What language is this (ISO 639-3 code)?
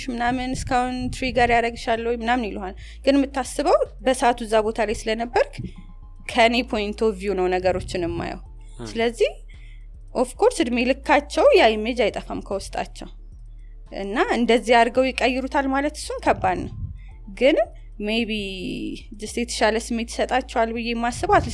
amh